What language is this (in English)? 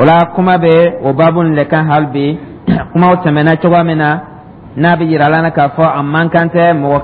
Dyula